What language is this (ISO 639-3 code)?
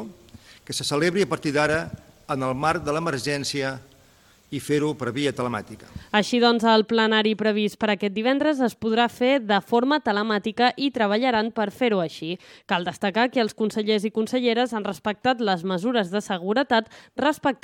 cat